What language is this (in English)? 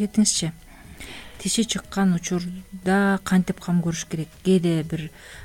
Kyrgyz